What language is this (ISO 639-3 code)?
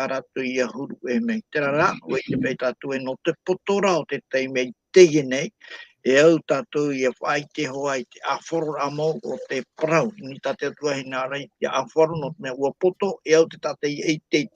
tah